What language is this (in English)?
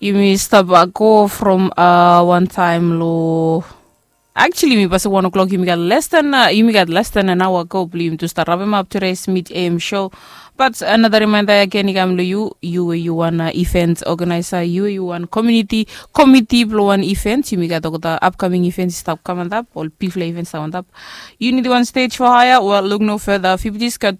Bislama